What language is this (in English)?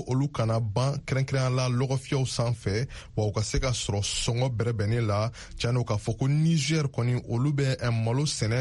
Bambara